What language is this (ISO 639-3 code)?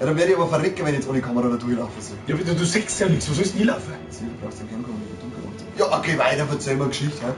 bar